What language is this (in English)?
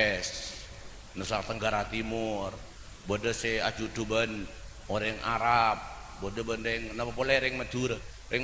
Madurese